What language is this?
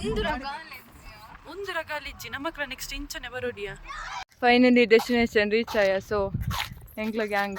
Tulu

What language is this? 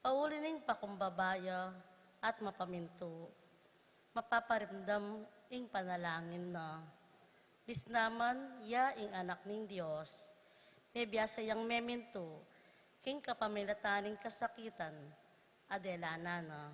Pampanga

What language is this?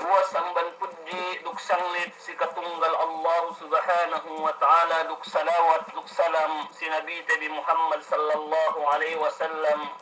Yakan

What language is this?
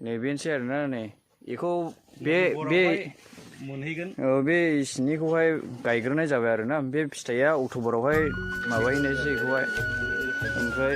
Bodo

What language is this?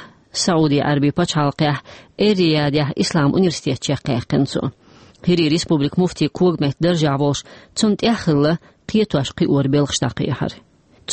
Chechen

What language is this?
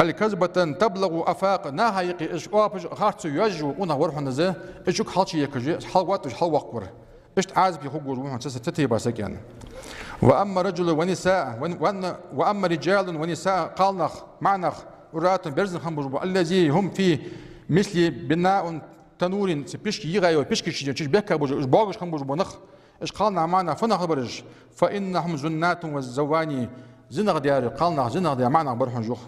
Ingush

